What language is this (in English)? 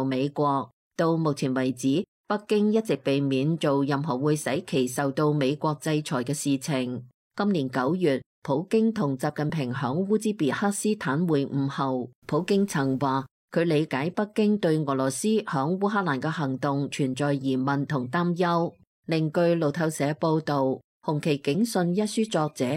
Cantonese